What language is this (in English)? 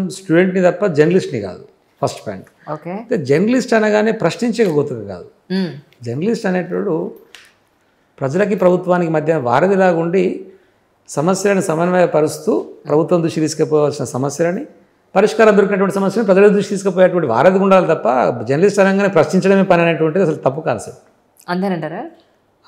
Telugu